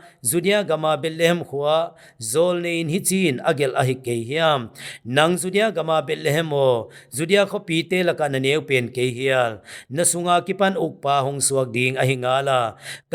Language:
Paite Chin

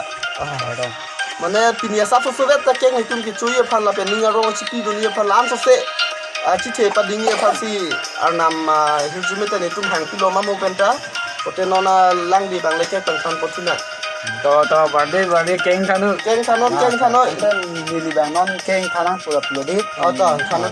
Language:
Karbi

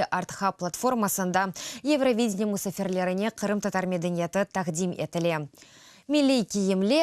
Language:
Crimean Tatar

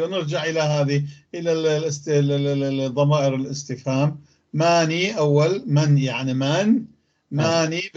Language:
North Levantine Arabic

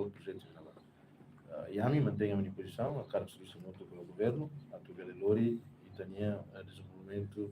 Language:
Tetum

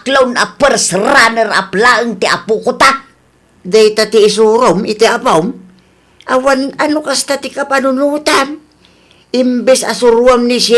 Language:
Iloko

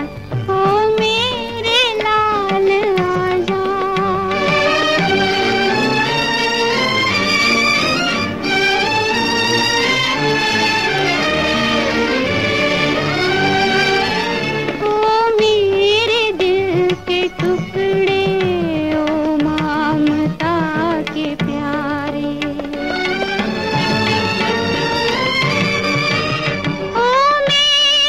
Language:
Hindi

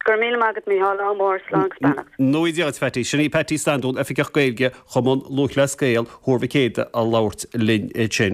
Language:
Irish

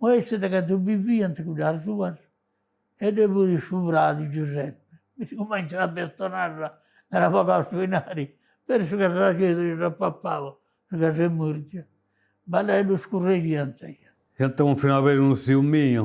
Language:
Sardinian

